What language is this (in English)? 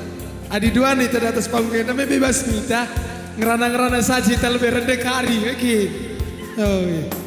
Batak Karo